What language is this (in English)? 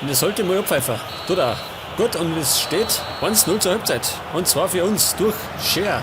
Bavarian